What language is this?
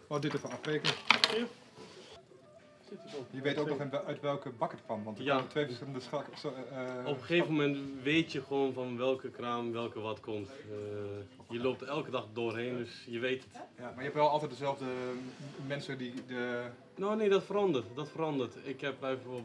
Dutch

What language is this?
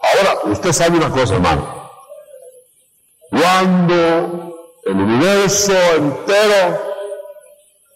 Spanish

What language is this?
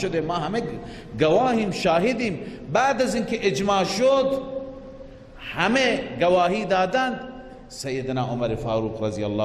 Persian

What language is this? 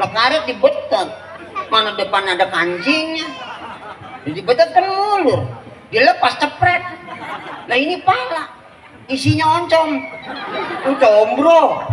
Betawi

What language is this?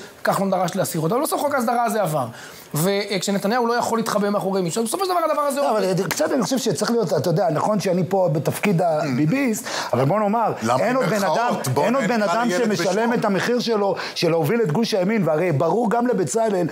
Hebrew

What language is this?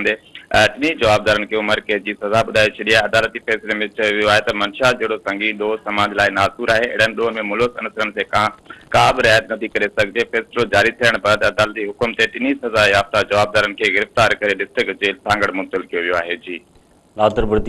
Sindhi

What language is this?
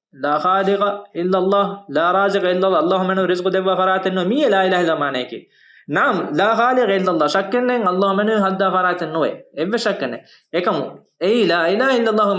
Divehi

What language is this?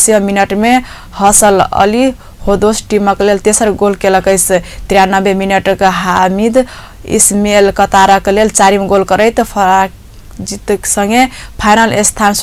Maithili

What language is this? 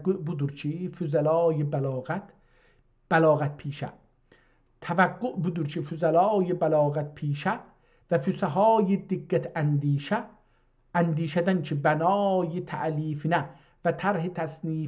South Azerbaijani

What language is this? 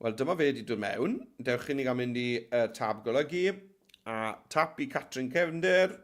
Welsh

